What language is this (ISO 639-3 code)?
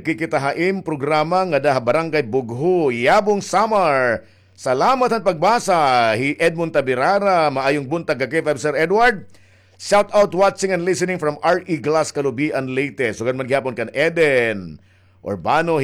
war